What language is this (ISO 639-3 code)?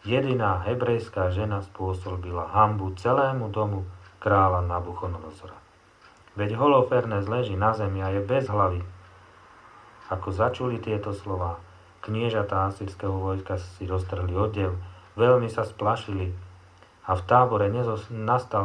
slk